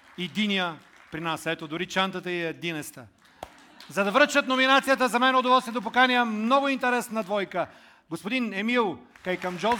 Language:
Bulgarian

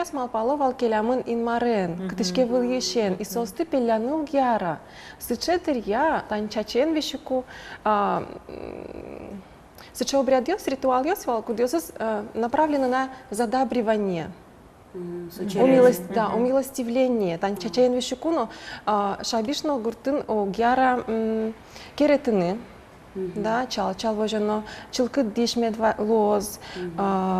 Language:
Udmurt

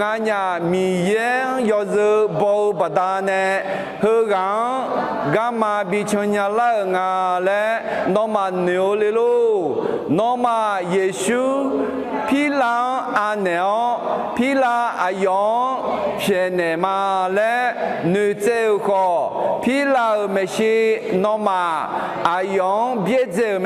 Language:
Akha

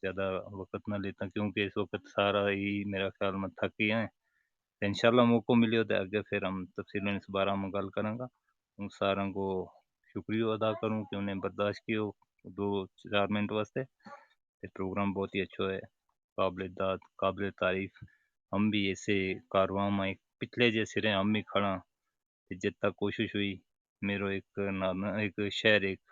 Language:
Gujari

